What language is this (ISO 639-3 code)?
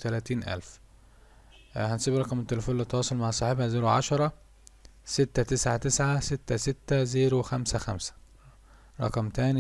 arz